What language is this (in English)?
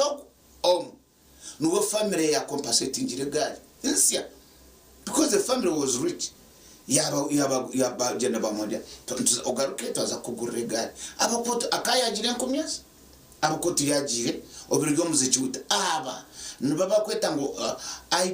Nyankole